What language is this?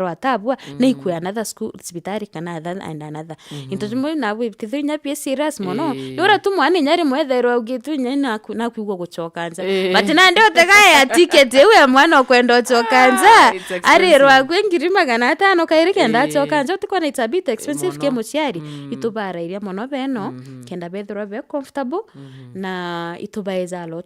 Meru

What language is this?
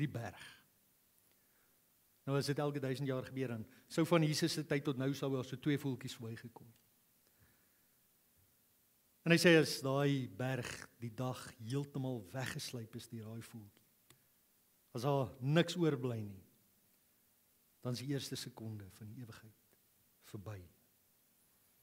Afrikaans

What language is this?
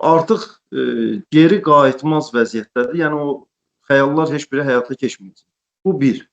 Azerbaijani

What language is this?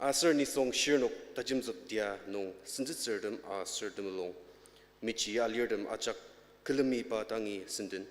Ao Naga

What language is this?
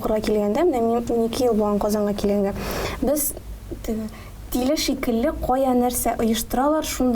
Tatar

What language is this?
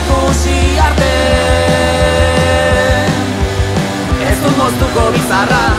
Basque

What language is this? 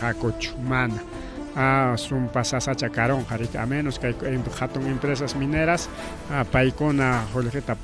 Ayacucho Quechua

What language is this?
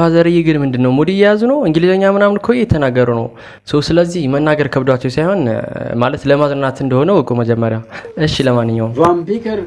Amharic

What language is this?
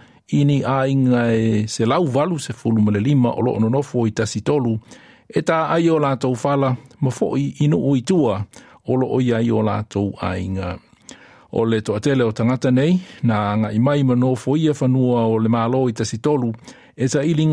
Samoan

